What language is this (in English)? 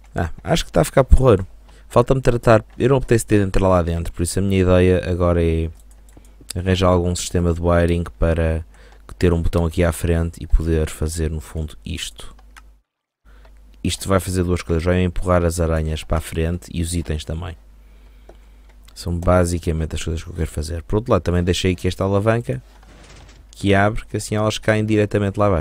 Portuguese